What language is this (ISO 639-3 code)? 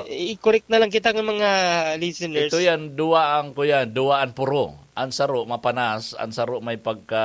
bik